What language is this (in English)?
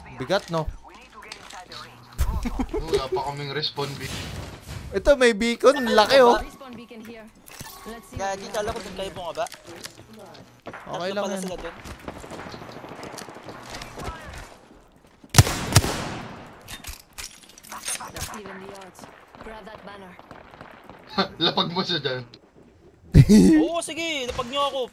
Filipino